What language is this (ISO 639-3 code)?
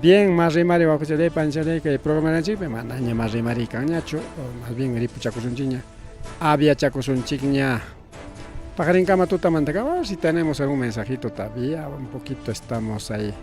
quy